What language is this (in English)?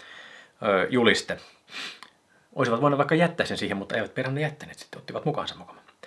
Finnish